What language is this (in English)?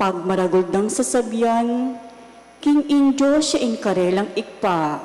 Pampanga